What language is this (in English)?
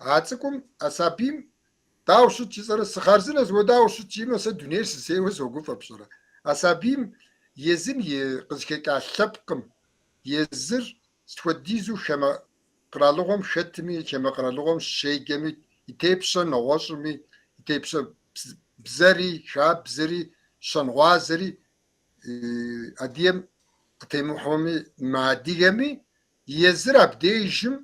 Kabardian